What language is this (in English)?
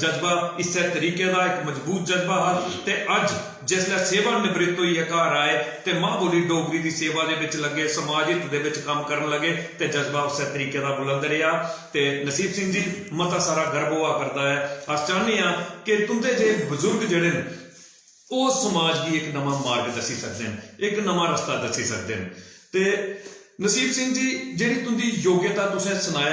Dogri